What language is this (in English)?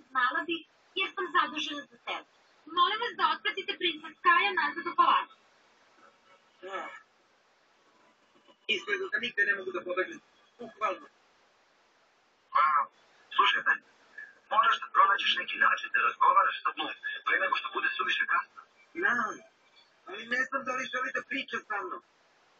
Serbian